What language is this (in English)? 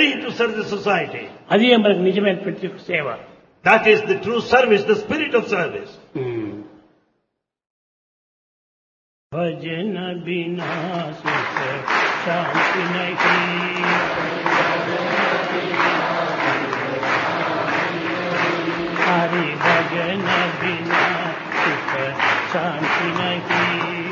Telugu